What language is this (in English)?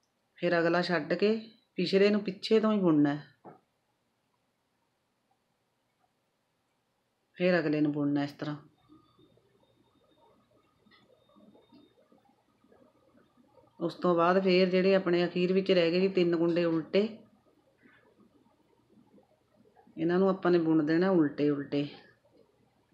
Punjabi